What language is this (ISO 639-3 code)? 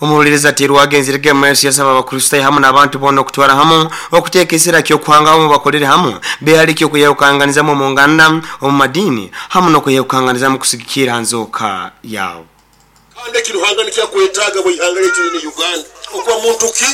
nyo